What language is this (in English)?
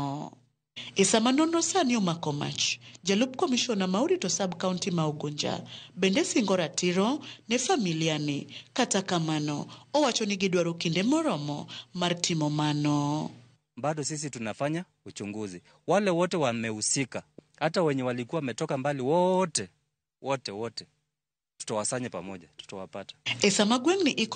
Luo (Kenya and Tanzania)